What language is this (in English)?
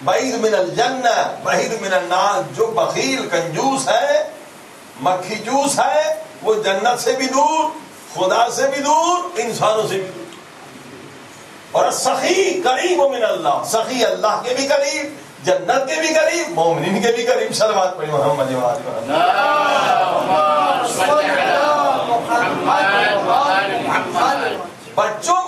Urdu